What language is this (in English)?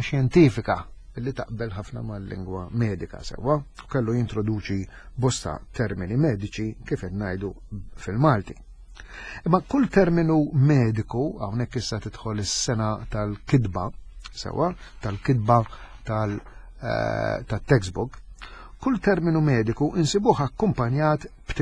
Maltese